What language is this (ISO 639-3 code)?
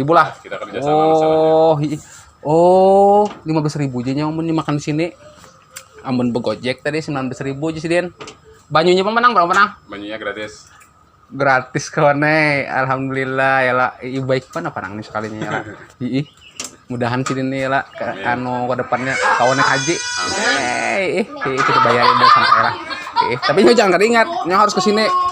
bjn